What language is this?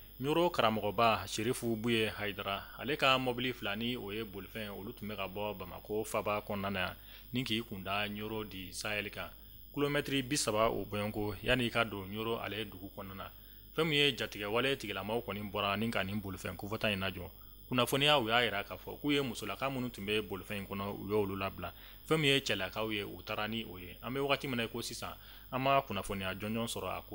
Bambara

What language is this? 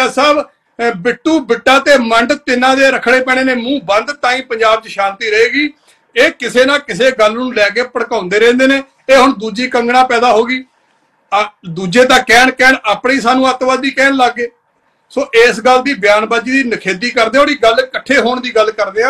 Punjabi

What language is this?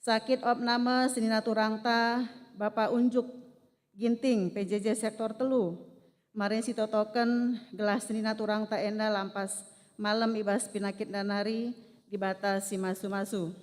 Batak Karo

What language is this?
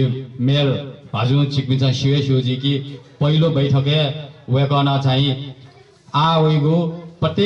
Newari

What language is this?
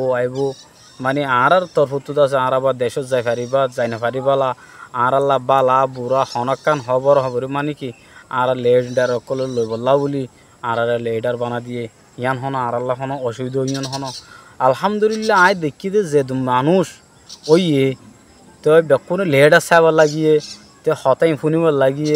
Rohingya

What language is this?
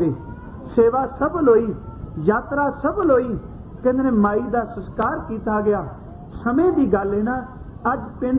Punjabi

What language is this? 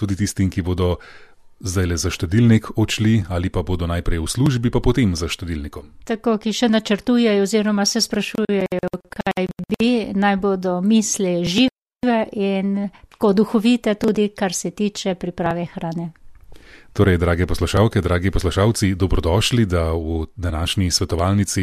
Slovenian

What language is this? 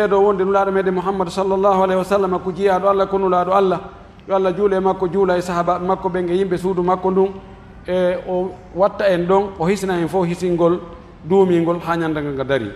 Pular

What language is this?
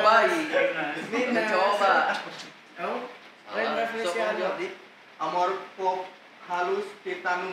Indonesian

